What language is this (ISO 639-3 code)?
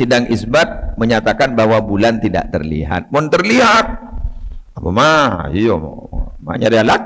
mad